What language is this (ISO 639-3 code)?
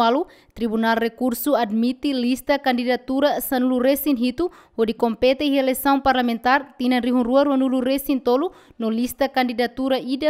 tet